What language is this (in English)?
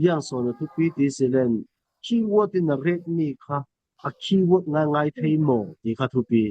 Falam Chin